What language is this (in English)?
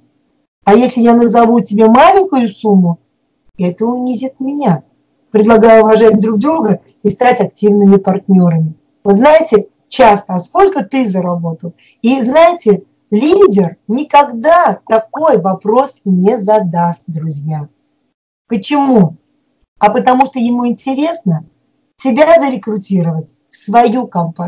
Russian